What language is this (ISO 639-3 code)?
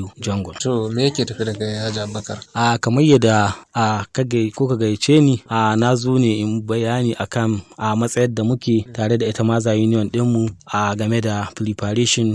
hau